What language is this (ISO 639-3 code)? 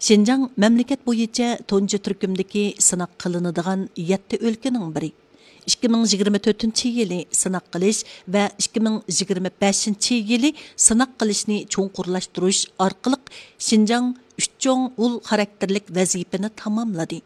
uig